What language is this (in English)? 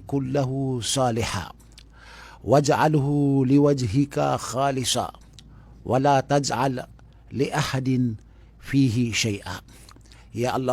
Maranao